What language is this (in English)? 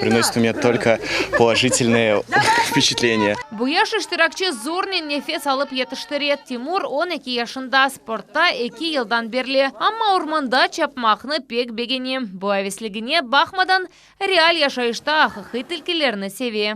Crimean Tatar